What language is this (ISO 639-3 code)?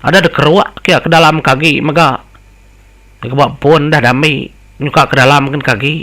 iba